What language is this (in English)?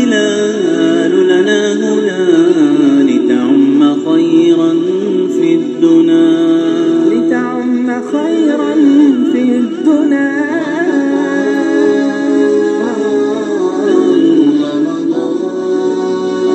Arabic